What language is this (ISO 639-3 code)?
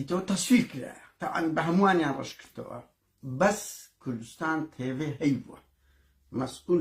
ckb